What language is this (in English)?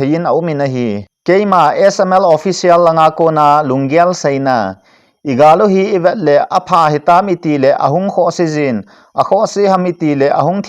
Thado Chin